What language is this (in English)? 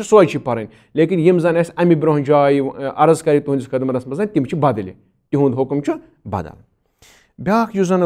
Kashmiri